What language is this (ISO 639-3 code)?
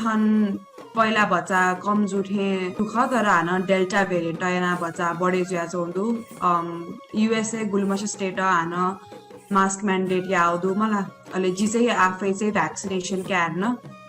new